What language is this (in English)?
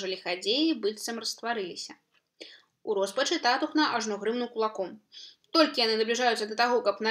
Belarusian